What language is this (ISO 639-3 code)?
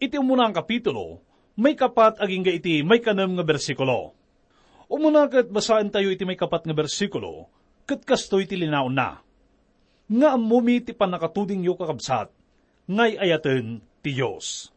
ilo